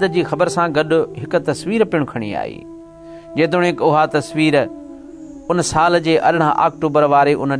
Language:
Sindhi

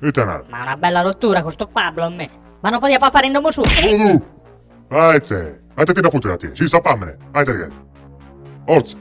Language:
Sardinian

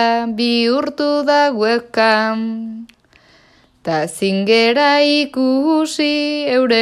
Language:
Basque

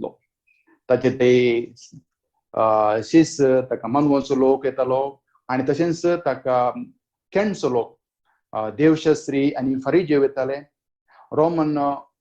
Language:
Konkani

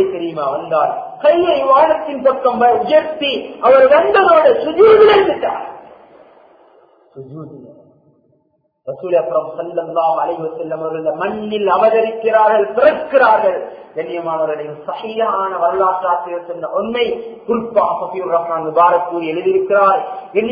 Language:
Tamil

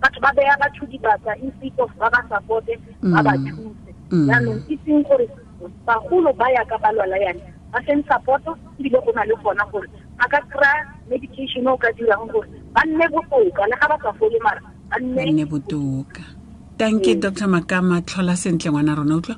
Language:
Tswana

